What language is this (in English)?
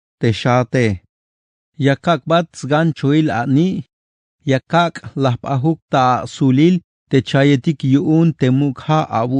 Tzeltal